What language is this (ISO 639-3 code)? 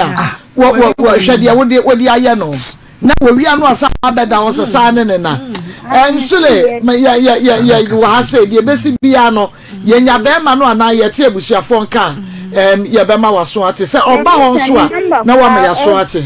aka